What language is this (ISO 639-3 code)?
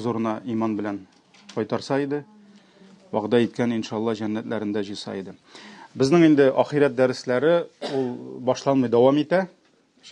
tat